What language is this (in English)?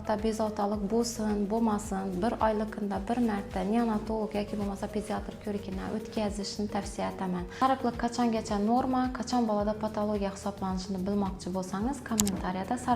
Uzbek